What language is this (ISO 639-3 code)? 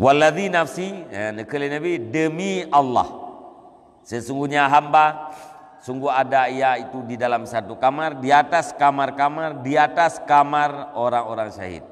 ace